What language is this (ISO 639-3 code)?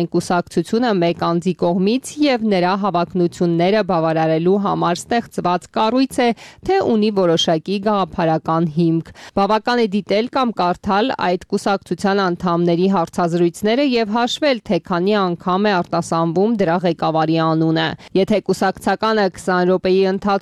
hye